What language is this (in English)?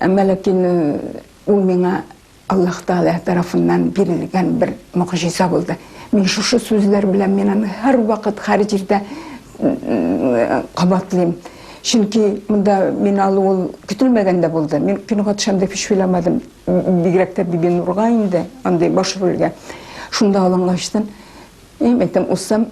Tatar